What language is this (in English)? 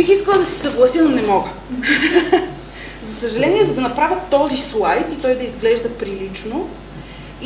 Bulgarian